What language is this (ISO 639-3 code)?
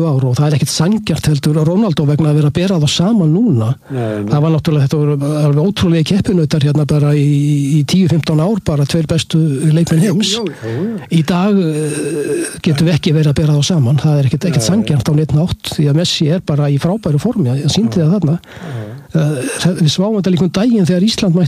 isl